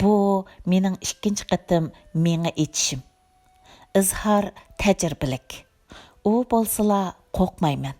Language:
Uyghur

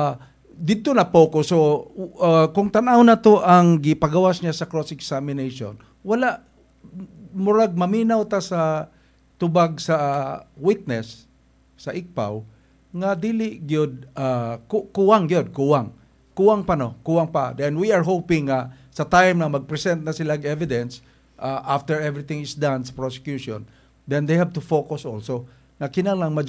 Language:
Cebuano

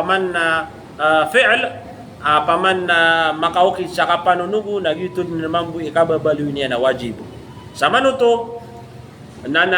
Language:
Maranao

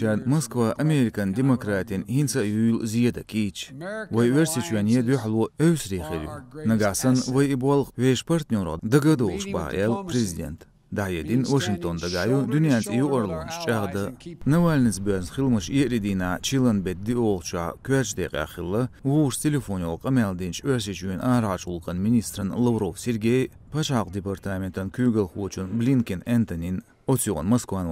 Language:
Chechen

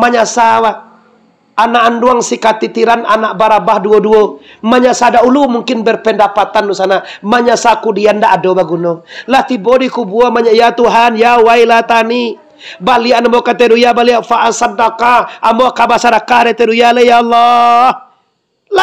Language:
Minangkabau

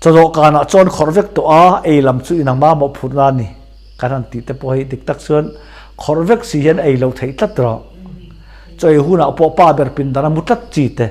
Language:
Mizo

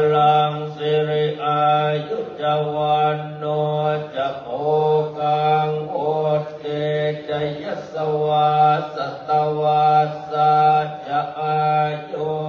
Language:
Pali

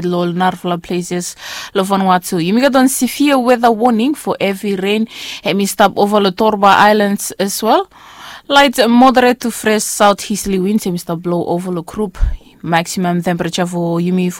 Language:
Bislama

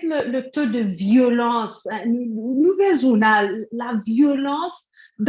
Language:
Morisyen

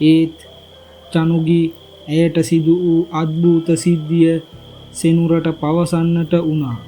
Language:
Sinhala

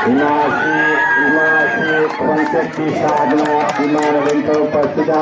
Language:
Manipuri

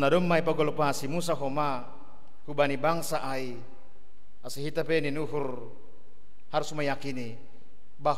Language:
Batak Simalungun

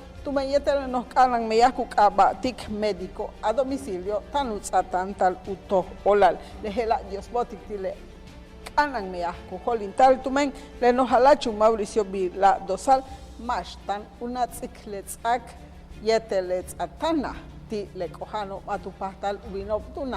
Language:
Yucateco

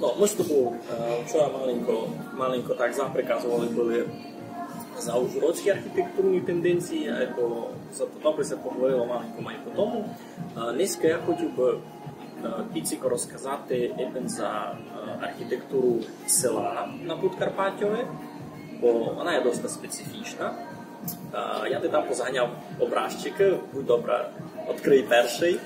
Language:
Rusyn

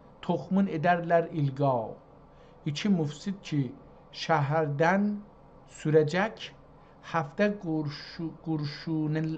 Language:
South Azerbaijani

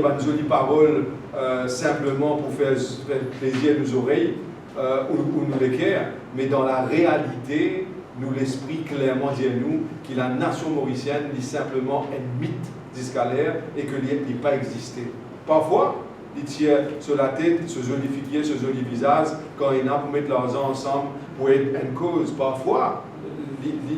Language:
Morisyen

